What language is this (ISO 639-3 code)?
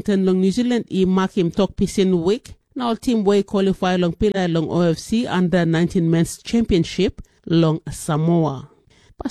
tpi